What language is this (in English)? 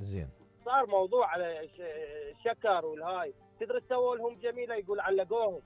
Mesopotamian Arabic